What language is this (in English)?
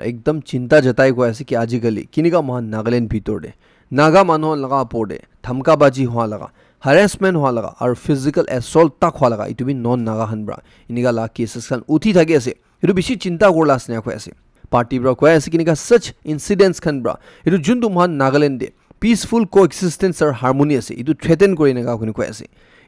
Naga Pidgin